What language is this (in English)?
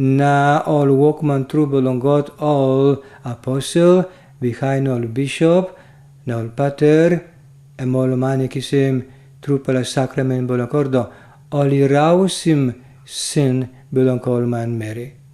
Tok Pisin